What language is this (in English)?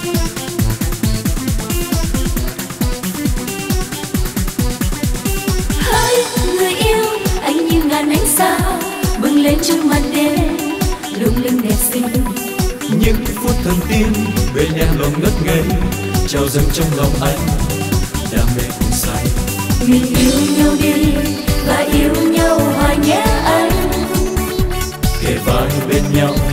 Vietnamese